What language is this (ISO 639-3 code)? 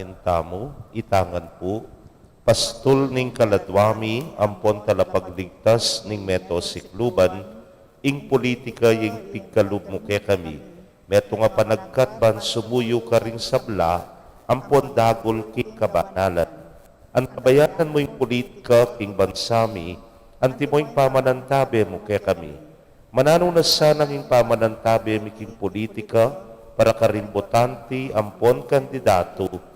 pam